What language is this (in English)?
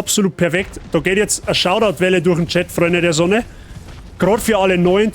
Bavarian